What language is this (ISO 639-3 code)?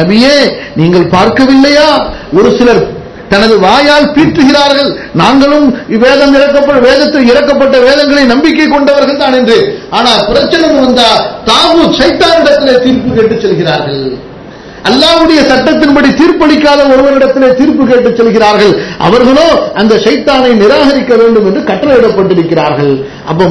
tam